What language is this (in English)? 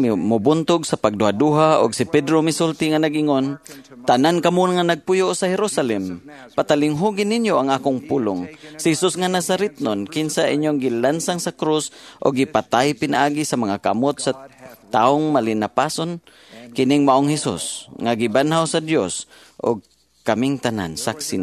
Cebuano